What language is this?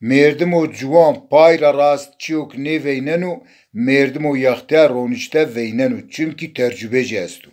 Zaza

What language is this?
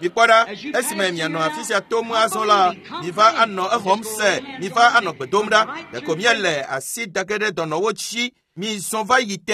Ewe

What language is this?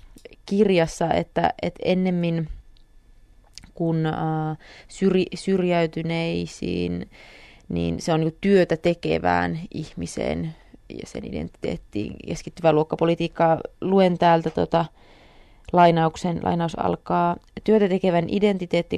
Finnish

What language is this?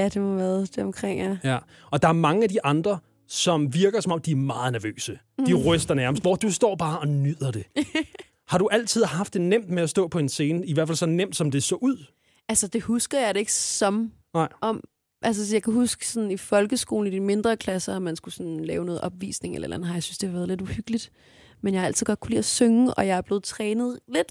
Danish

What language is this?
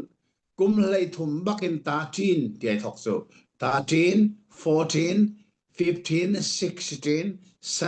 Hakha Chin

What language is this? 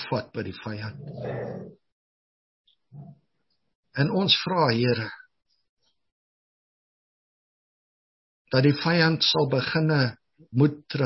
Afrikaans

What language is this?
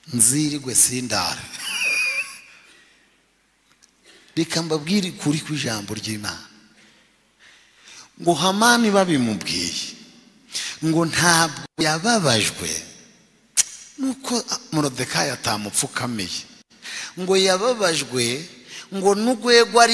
Kinyarwanda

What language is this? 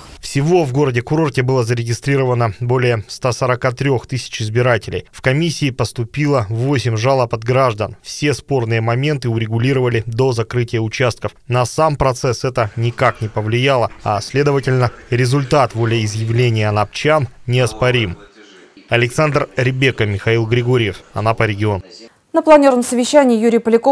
Russian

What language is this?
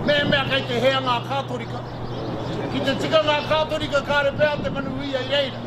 Māori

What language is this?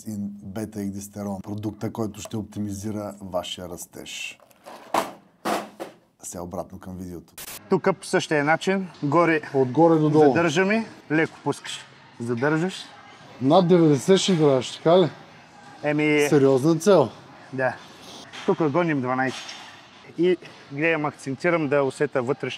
Bulgarian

